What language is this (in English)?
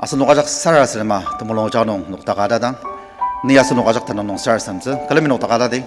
Ao Naga